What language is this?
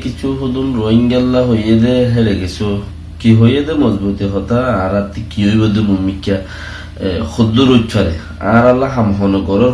Rohingya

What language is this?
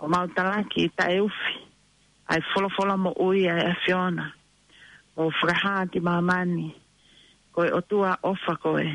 Tongan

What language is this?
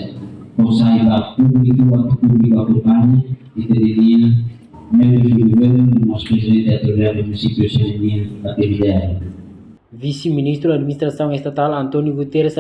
Tetum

